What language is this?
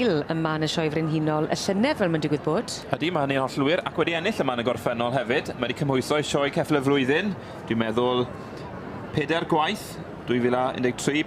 Welsh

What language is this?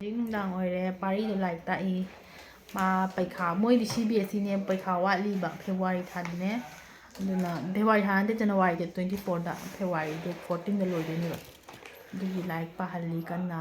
Manipuri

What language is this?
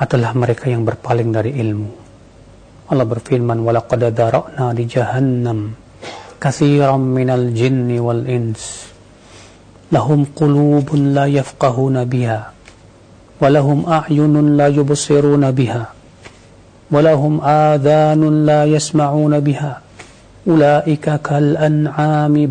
Indonesian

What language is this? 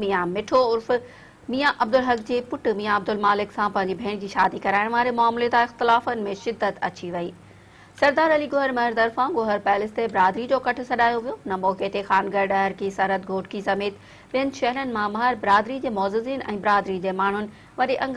Sindhi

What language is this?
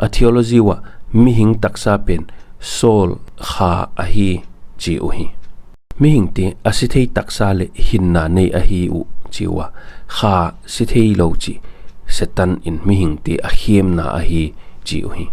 Paite Chin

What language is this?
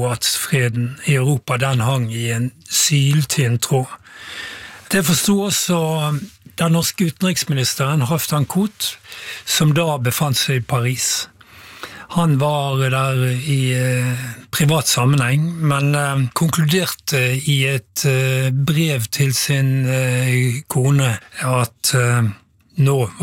Norwegian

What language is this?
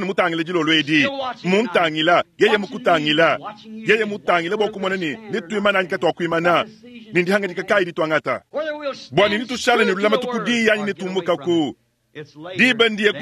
Luba-Lulua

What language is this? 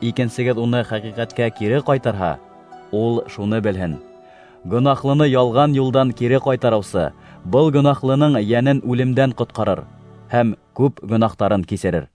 Bashkir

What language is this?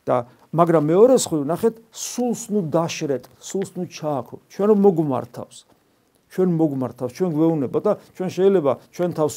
Georgian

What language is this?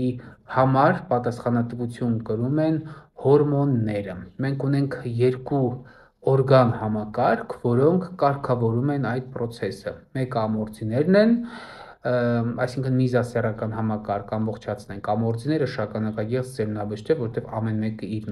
Armenian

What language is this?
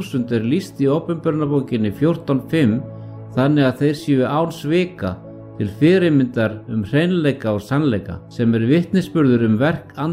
Icelandic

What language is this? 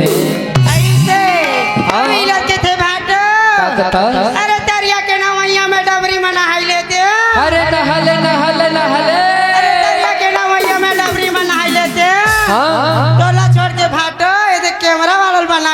Chhattisgarhi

